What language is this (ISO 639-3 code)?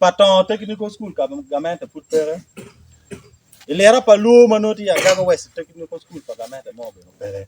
ach